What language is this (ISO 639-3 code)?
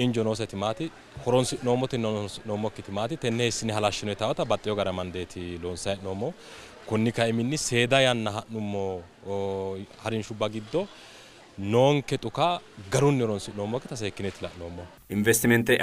sid